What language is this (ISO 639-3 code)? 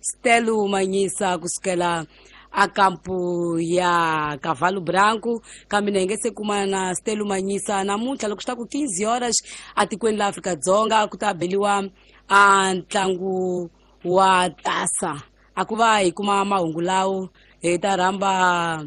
tso